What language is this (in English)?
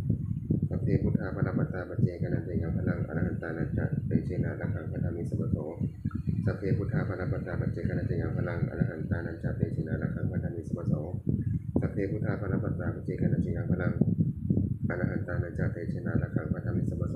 Pali